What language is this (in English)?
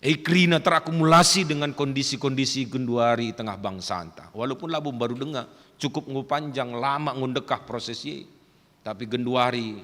Batak Karo